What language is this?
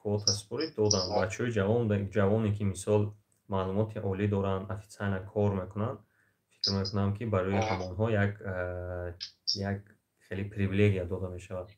Tajik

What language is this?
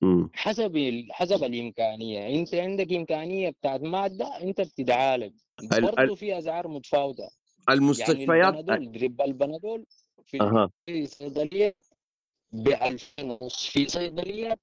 Sudanese Arabic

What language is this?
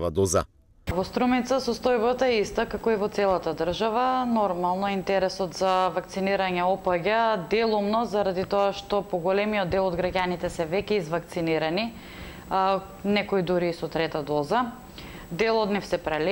Macedonian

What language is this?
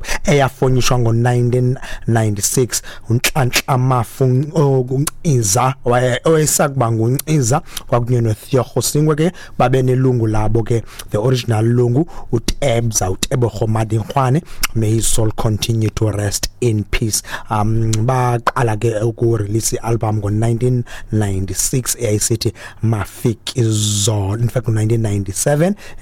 Xhosa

